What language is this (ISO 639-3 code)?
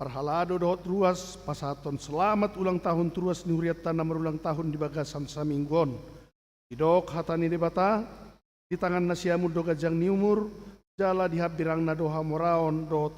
bbc